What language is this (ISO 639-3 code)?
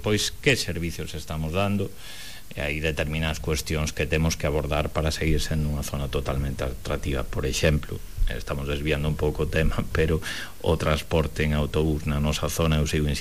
glg